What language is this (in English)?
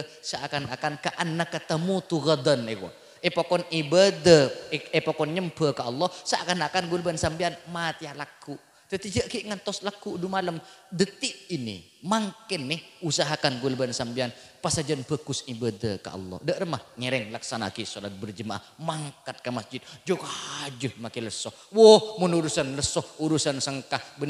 Madurese